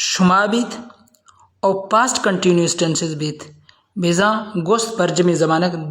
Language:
Baluchi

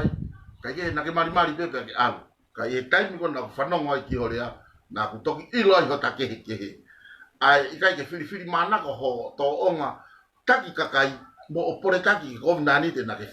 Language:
Tongan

